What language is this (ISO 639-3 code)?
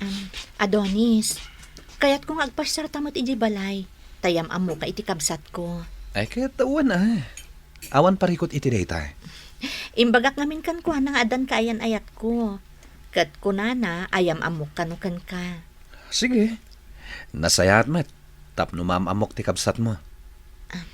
ilo